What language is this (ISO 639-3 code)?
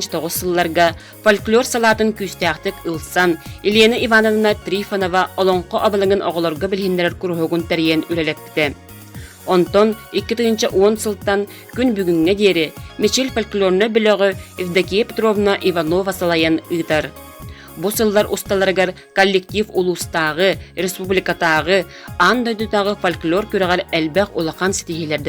sah